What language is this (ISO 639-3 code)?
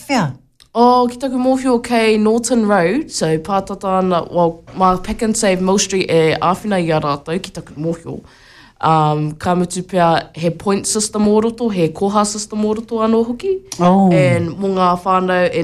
mri